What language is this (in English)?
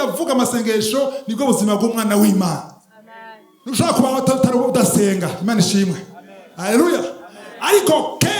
Rundi